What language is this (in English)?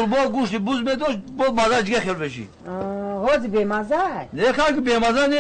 Tajik